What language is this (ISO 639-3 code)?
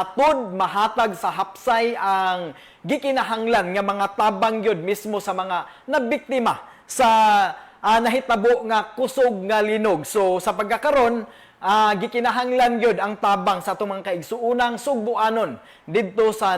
ceb